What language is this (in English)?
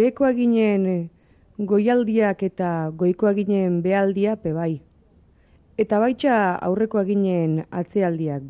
Basque